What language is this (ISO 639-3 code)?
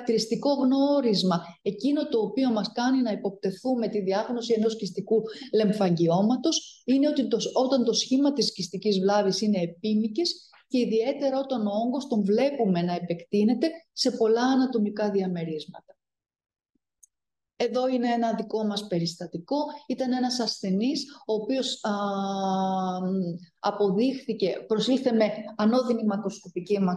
ell